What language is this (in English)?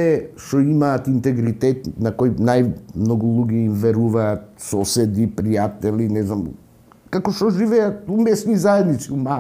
Macedonian